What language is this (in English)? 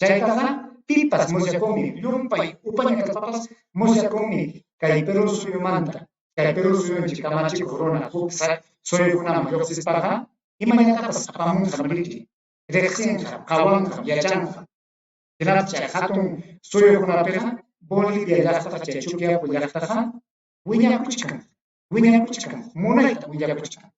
Ayacucho Quechua